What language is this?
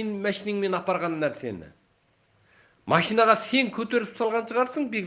Kazakh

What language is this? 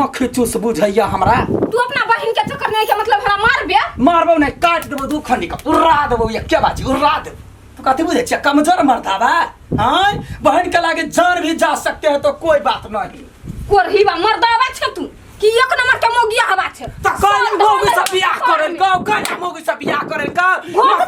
Maithili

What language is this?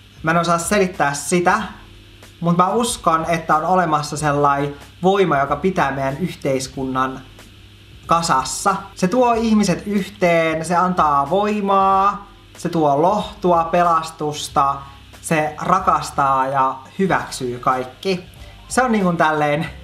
Finnish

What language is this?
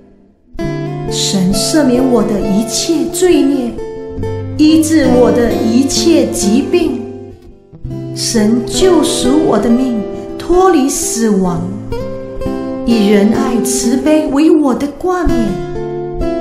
Chinese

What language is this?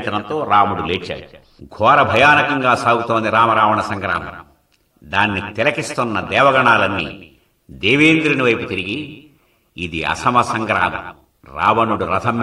Telugu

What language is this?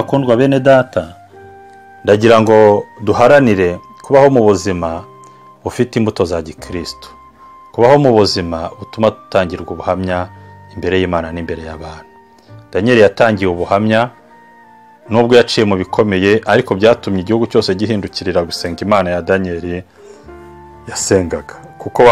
Kinyarwanda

